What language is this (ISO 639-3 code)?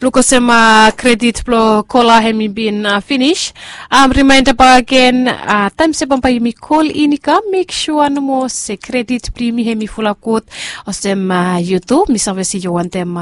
bis